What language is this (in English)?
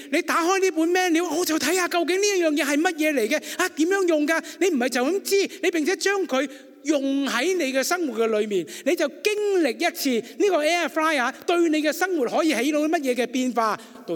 Cantonese